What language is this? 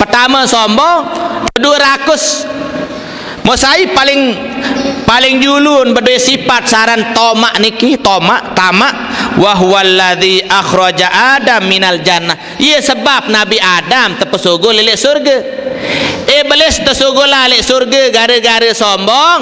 Sasak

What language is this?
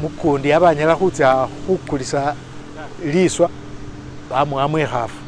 Masaaba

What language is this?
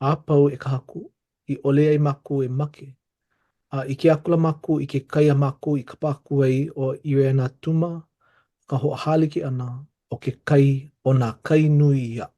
Hawaiian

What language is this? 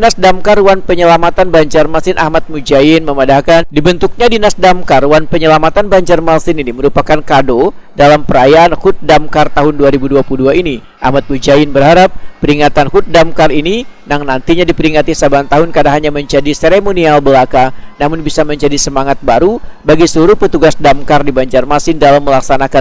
Banjar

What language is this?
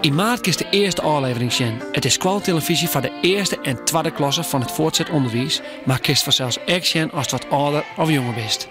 Western Frisian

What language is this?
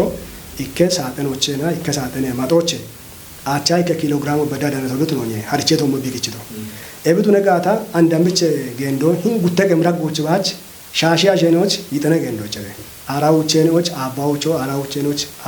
Kafa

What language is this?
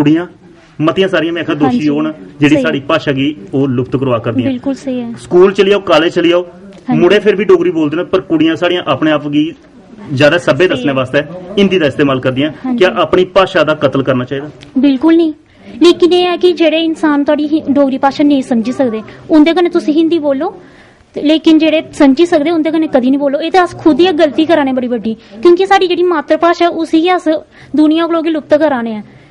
Dogri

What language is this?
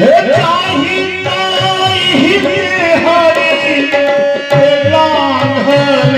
Maithili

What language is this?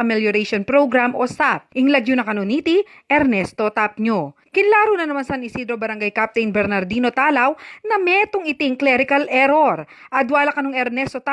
Pampanga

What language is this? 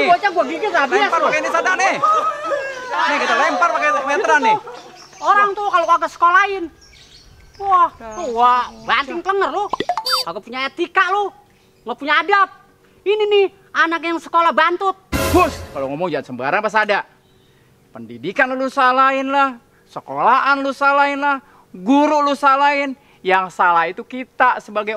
Betawi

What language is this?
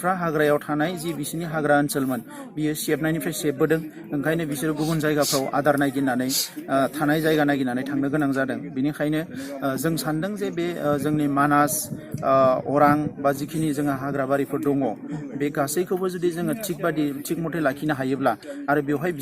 Bodo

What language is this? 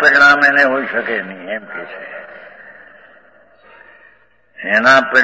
Gujarati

